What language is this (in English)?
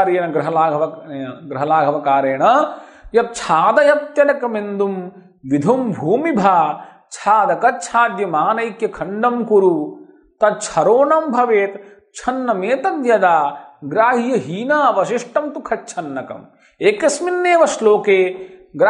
Sanskrit